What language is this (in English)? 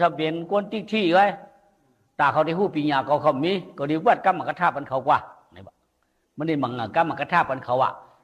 Shan